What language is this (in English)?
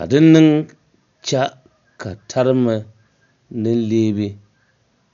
Dagbani